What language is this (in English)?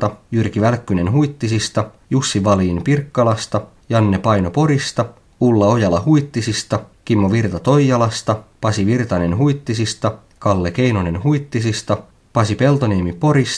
Finnish